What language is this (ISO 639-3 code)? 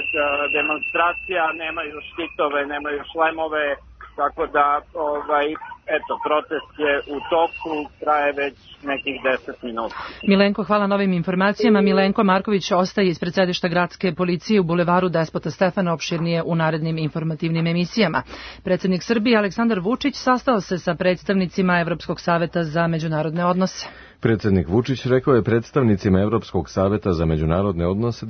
srp